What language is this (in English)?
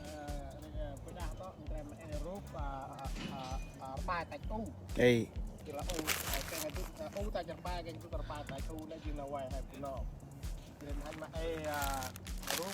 Central Mnong